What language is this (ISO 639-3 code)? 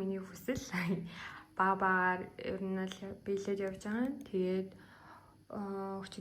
mon